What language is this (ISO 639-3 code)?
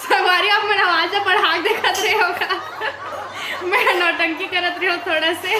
hne